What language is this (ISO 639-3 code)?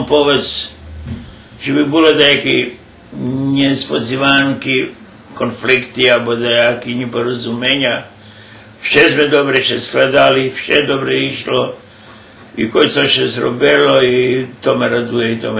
rue